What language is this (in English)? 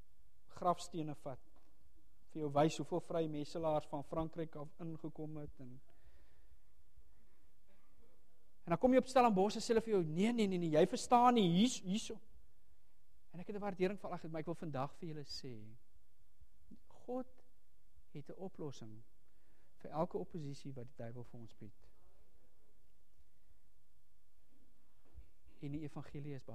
Afrikaans